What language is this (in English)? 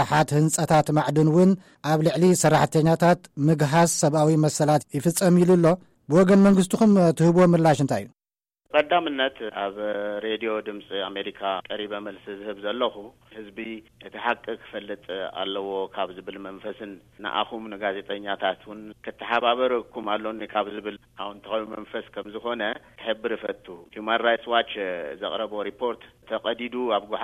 Tigrinya